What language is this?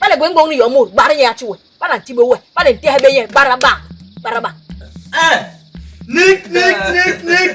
Basaa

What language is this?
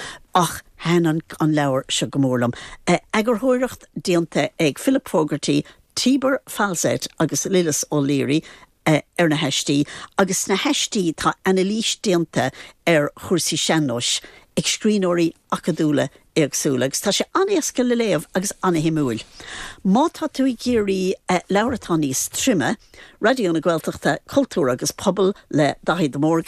Irish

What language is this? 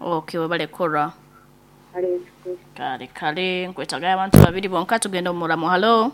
Nyoro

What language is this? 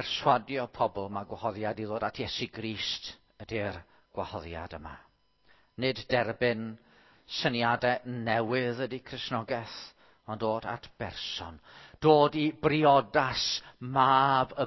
Welsh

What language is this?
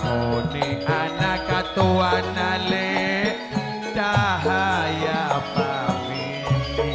Madurese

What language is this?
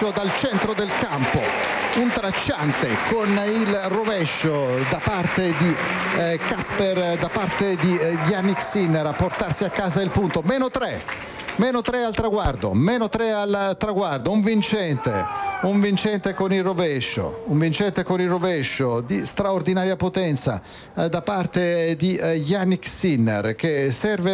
Italian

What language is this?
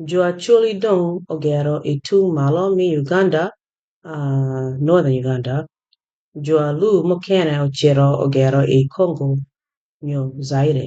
Acoli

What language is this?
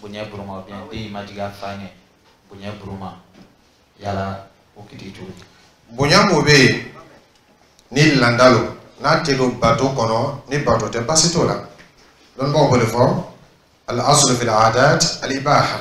Dyula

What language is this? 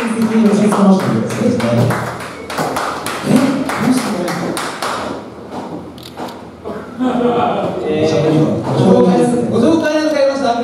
Japanese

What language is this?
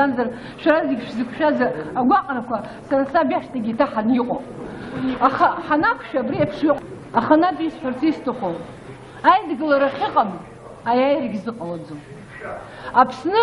Abkhazian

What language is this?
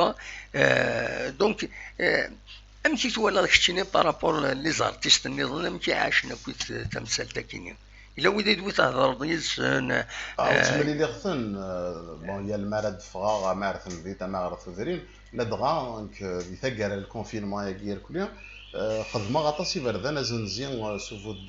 Kabyle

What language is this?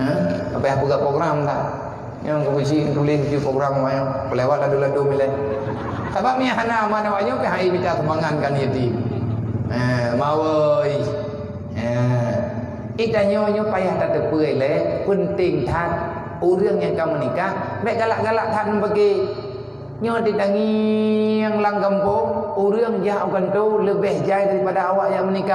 Achinese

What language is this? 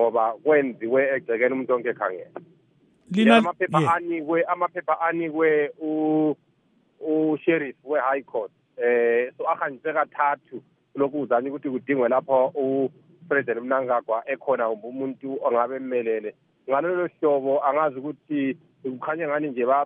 North Ndebele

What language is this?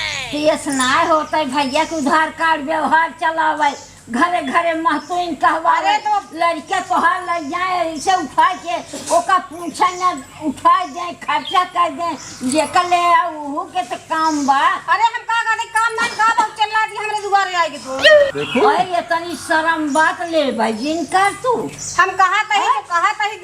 Awadhi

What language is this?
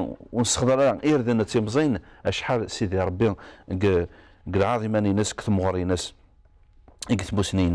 Kabyle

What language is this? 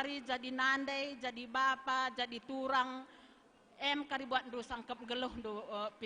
Batak Karo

